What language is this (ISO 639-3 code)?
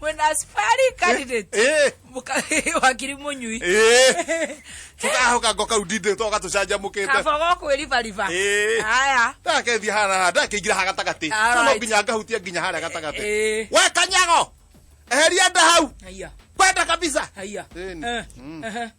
kik